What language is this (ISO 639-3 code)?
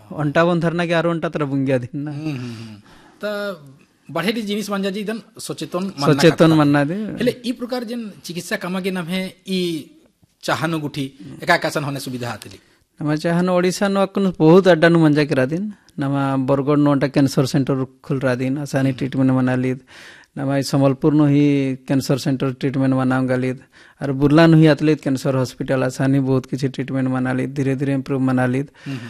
kru